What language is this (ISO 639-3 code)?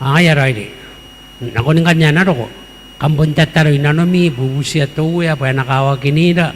gil